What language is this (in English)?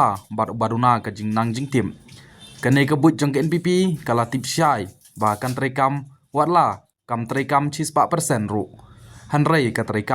Khasi